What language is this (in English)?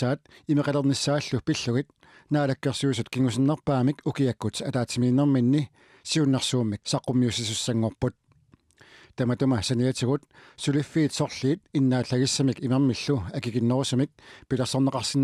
Kalaallisut